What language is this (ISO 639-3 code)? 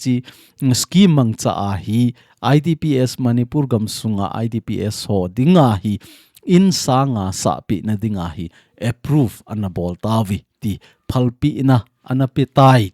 tcz